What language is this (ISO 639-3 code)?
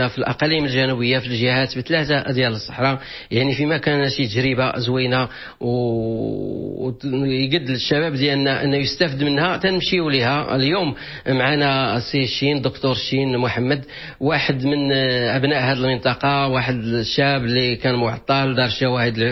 ary